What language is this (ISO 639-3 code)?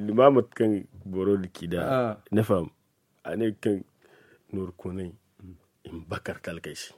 dje